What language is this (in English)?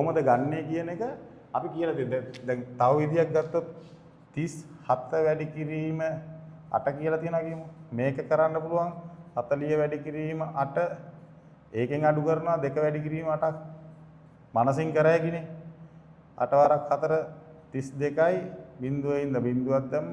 Sinhala